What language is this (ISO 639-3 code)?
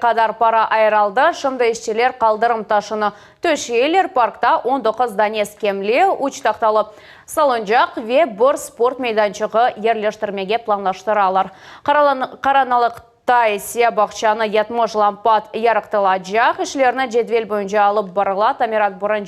crh